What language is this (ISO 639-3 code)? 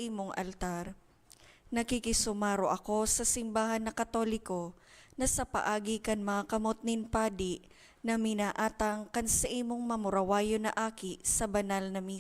bik